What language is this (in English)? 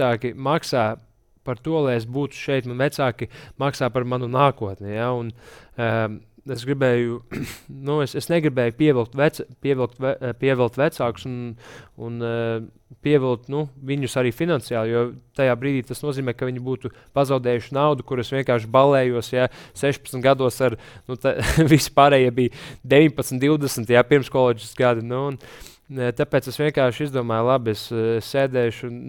Latvian